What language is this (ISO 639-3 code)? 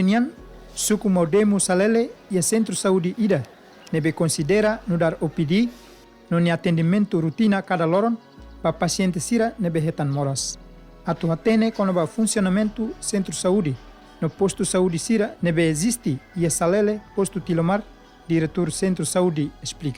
tet